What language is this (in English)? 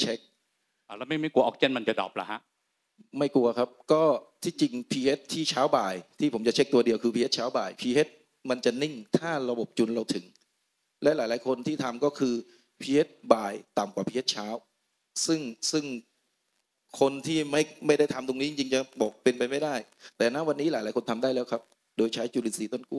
Thai